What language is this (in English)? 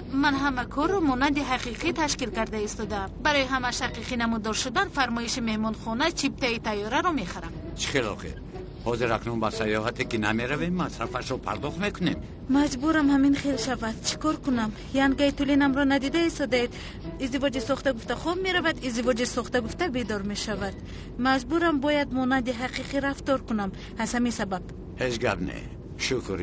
Tajik